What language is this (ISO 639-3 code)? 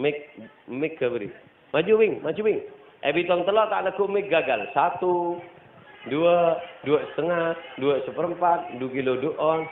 mad